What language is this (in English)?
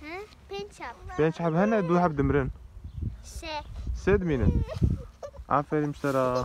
Kurdish